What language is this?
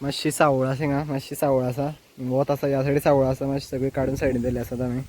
Konkani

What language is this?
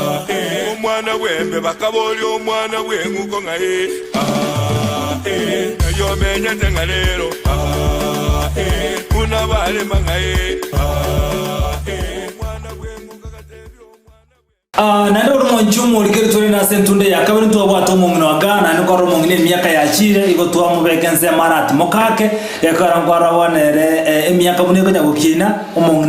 Gusii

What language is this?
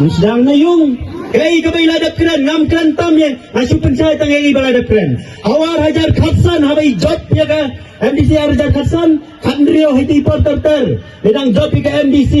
Khasi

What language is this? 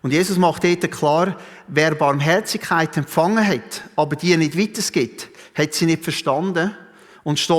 Swiss German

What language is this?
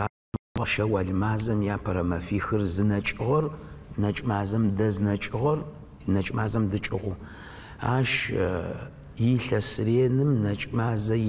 Adyghe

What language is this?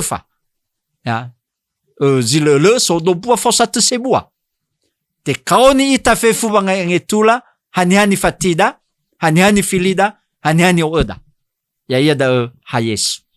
Nias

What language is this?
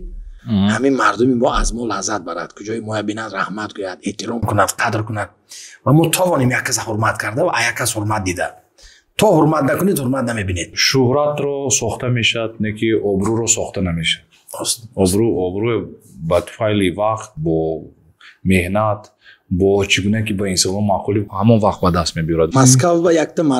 Tajik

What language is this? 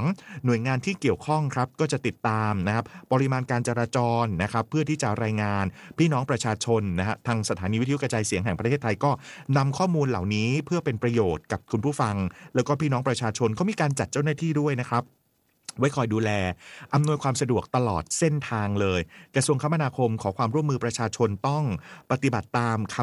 Thai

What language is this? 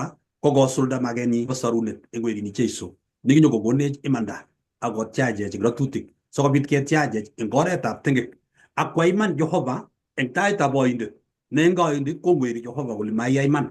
Kalenjin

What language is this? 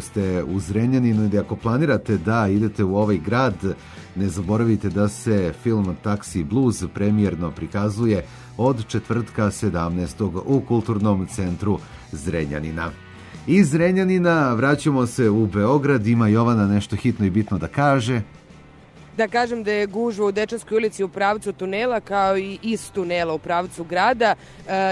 Serbian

